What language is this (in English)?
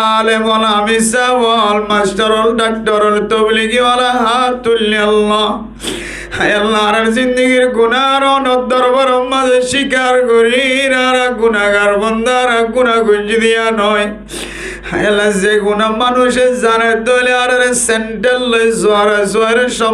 Rohingya